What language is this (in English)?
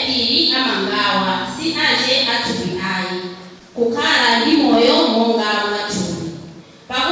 Nyanja